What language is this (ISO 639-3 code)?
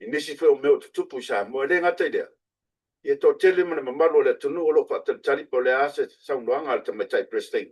smo